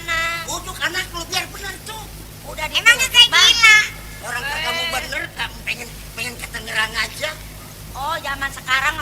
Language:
Betawi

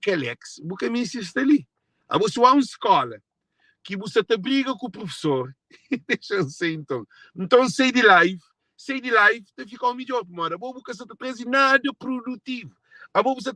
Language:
Kabuverdianu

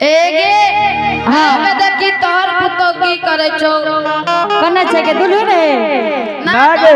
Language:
Angika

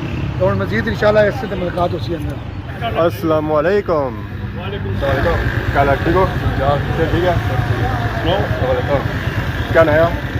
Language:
Pahari-Potwari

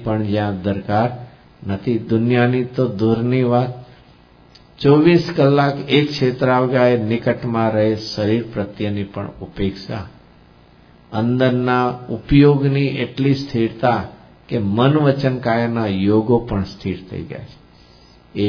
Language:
Gujarati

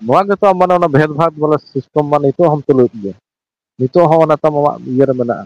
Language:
Santali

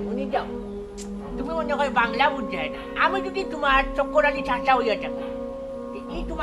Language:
Sylheti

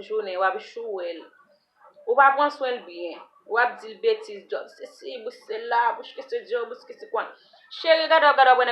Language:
Haitian Creole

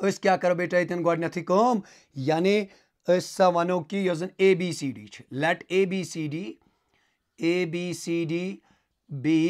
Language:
Kashmiri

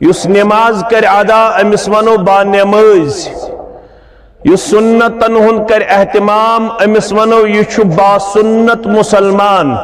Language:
Kashmiri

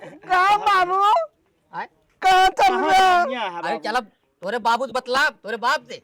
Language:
Awadhi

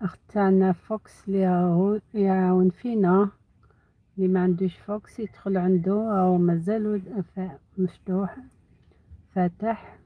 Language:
Algerian Arabic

